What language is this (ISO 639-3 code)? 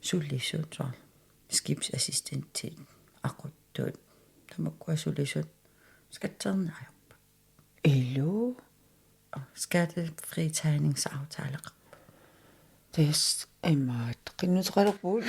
kal